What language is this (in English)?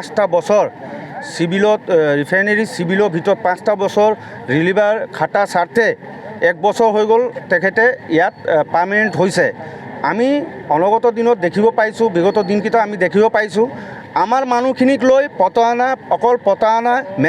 Assamese